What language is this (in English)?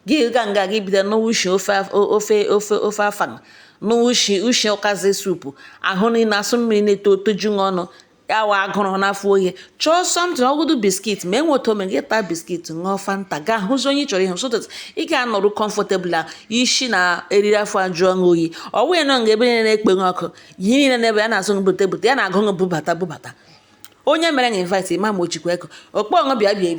Igbo